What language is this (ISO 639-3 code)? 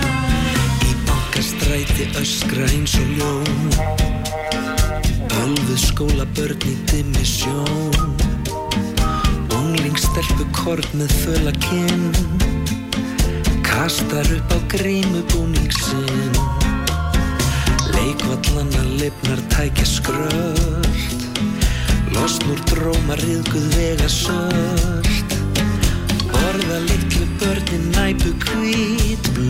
isl